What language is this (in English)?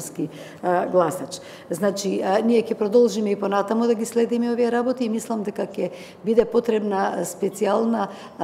Macedonian